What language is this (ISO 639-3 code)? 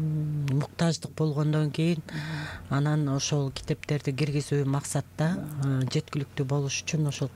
kir